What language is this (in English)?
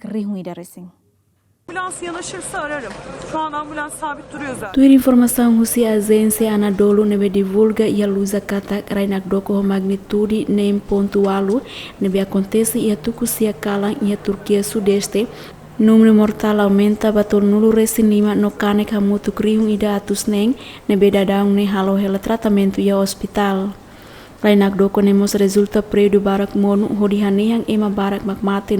Tetum